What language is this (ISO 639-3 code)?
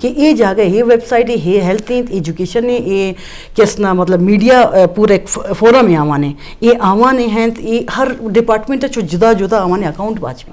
bgp